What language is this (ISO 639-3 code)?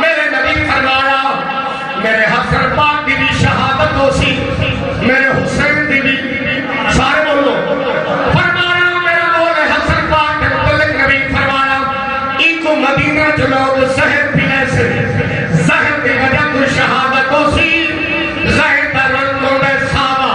skr